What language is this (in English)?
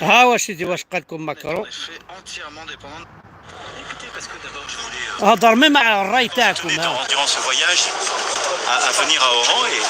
Kabyle